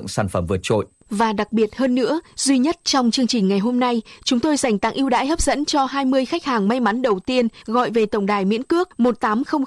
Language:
Vietnamese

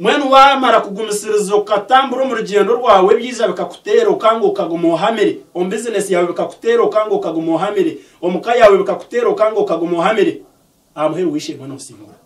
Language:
Nyankole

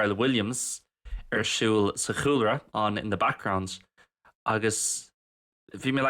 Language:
Irish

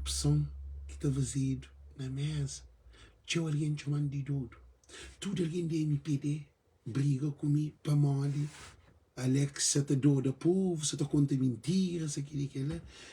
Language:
Kabuverdianu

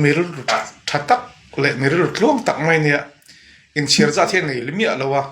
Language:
Mizo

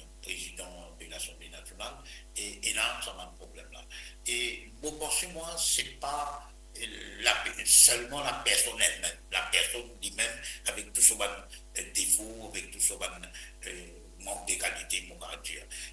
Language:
Morisyen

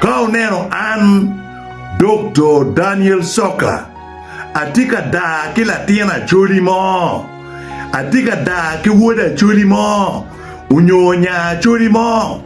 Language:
Acoli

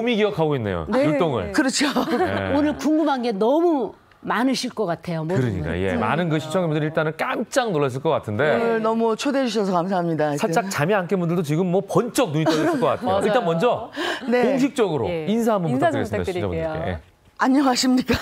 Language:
Korean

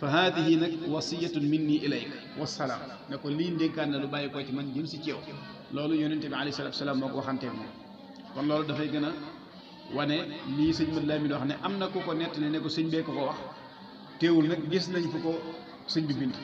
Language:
Wolof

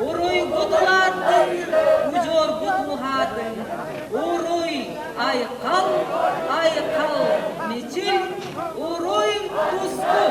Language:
Yakut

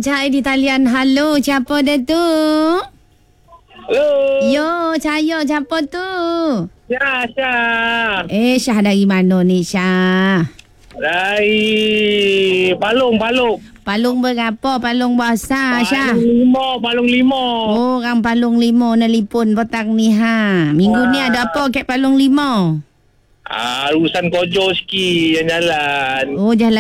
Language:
Malay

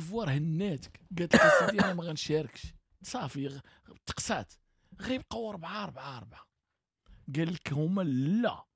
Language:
Moroccan Arabic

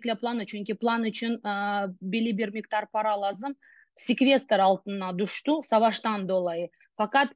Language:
Crimean Tatar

